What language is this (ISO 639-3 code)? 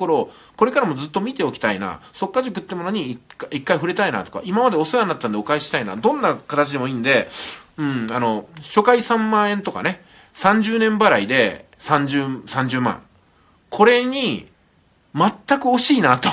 jpn